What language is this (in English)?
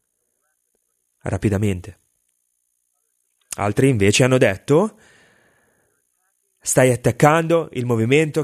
Italian